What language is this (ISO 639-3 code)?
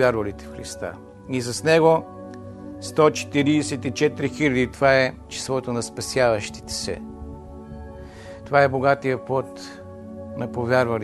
bul